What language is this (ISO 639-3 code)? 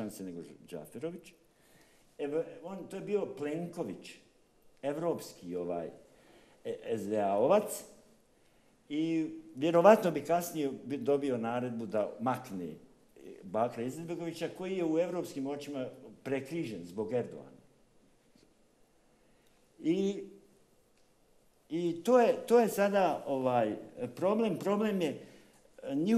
bos